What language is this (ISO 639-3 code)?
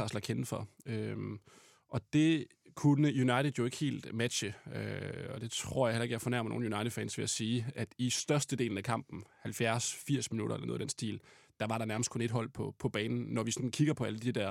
dan